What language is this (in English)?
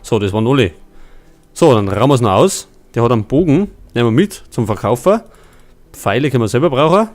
Bavarian